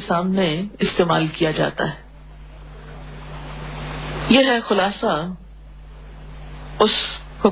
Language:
Urdu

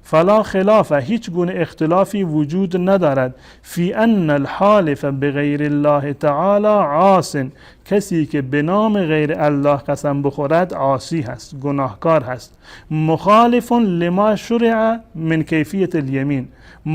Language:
Persian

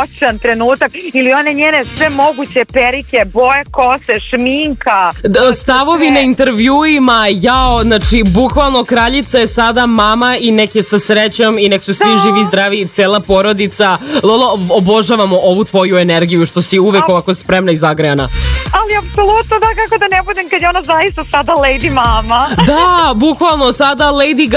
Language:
Serbian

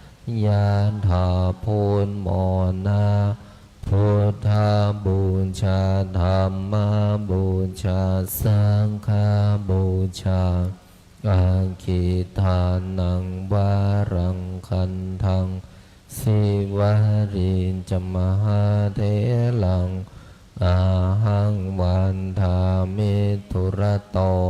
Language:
Pali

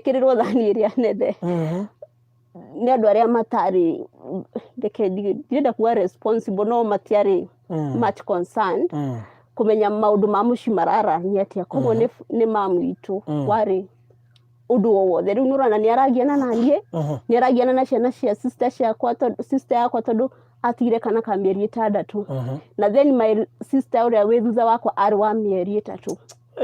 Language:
Kikuyu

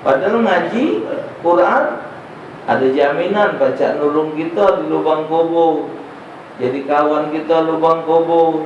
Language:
Musi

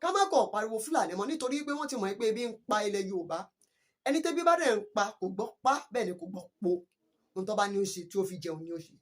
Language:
Yoruba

